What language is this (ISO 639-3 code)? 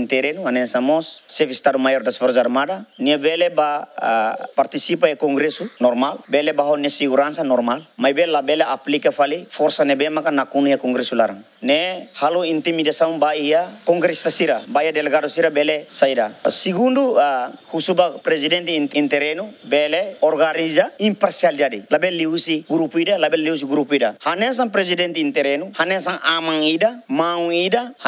tet